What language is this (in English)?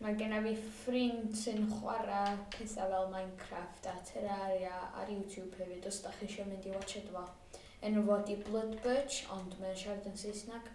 Welsh